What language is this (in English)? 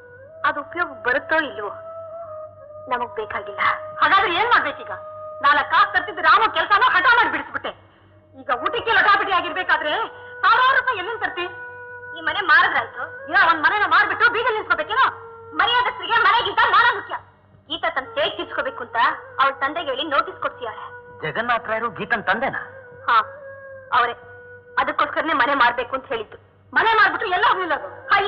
Kannada